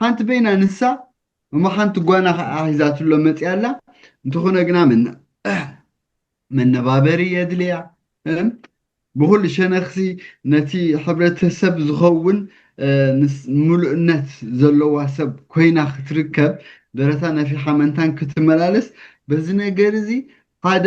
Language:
Tigrinya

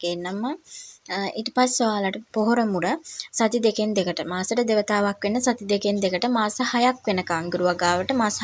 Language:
Sinhala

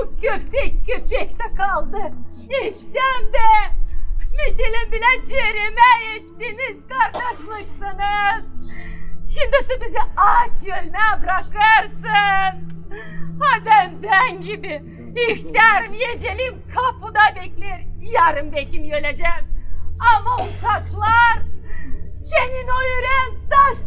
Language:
Gagauz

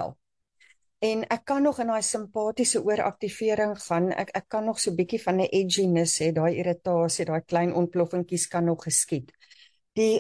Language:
Afrikaans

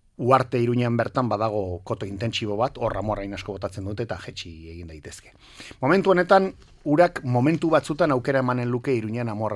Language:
Basque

